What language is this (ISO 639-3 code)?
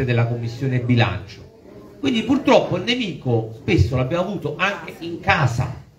ita